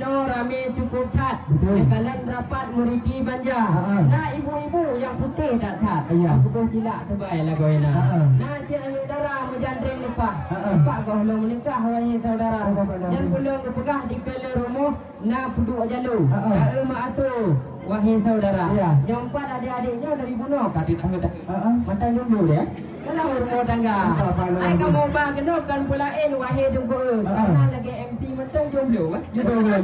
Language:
Achinese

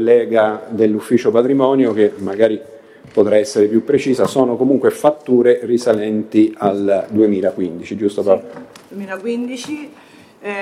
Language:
Italian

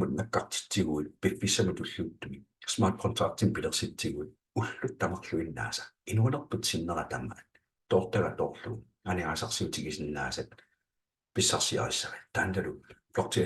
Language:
Kalaallisut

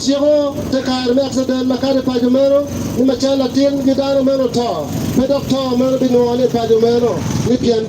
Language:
Acoli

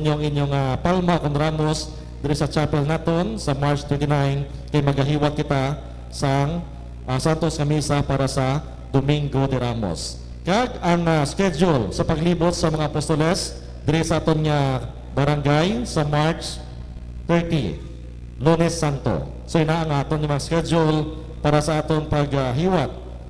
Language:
Hiligaynon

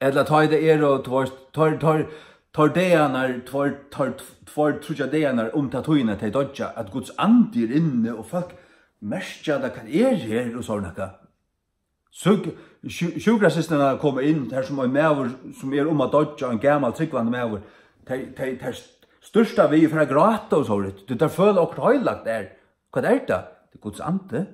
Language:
Faroese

